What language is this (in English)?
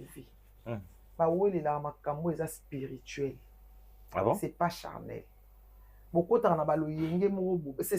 Lingala